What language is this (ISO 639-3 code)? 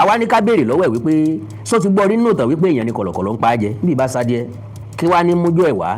yor